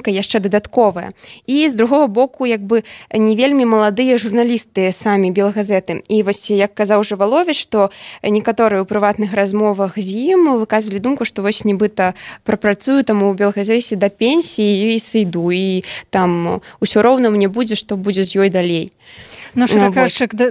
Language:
Belarusian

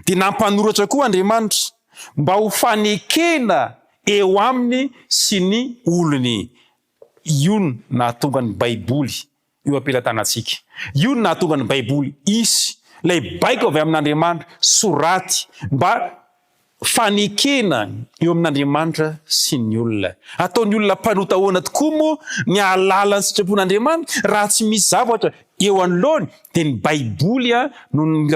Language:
Malagasy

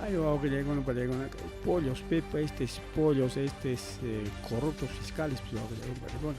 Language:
Ayacucho Quechua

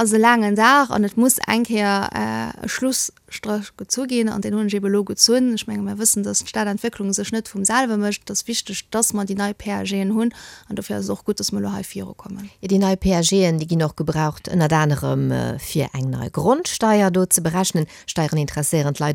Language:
Luxembourgish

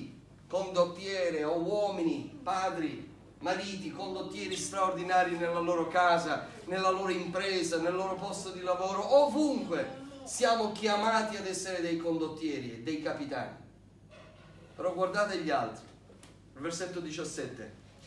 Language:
Italian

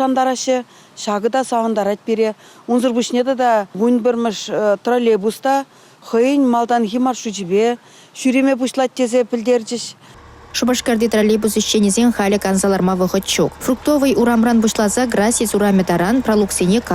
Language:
Chuvash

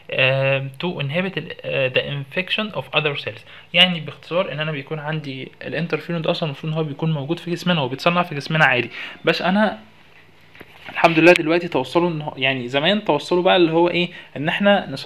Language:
Egyptian Arabic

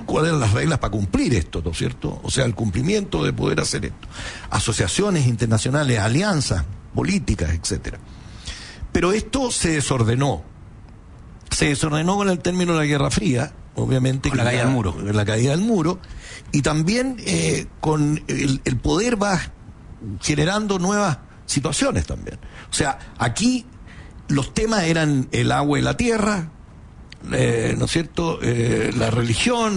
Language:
Spanish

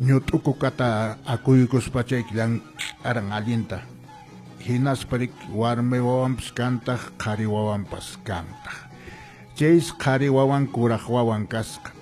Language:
Quechua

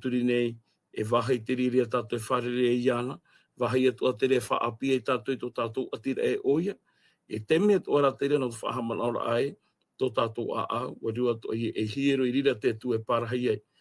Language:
Tahitian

